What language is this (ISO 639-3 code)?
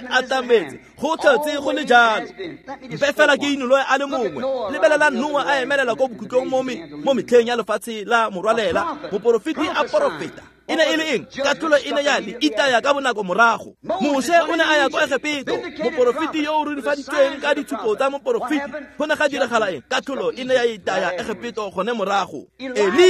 tsn